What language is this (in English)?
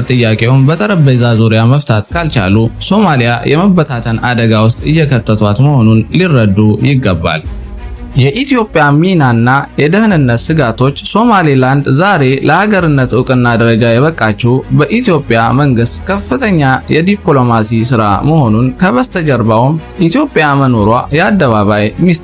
Amharic